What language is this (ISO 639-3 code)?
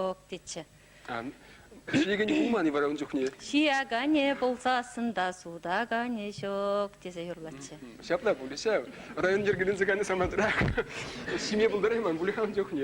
chv